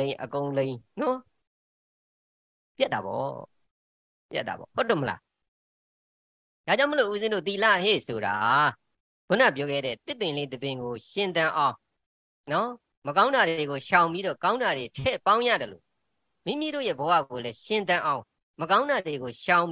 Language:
Burmese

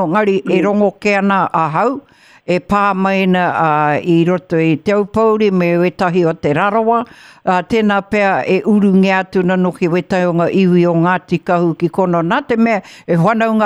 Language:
Māori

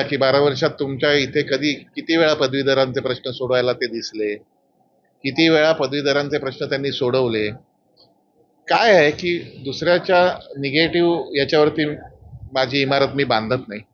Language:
Marathi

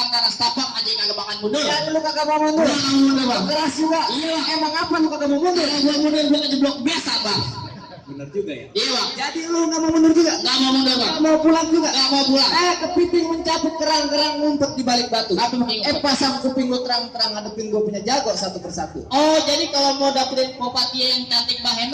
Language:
Betawi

